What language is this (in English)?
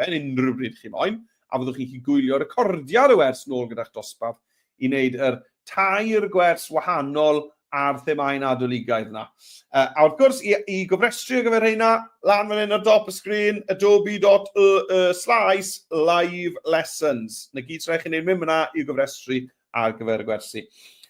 Welsh